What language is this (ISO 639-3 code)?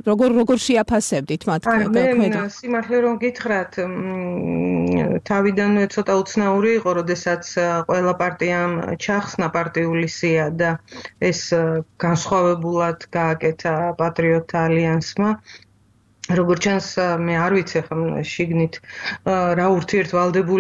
kat